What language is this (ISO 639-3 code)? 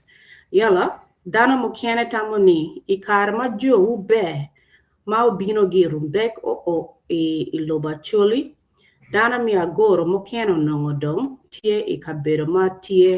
ach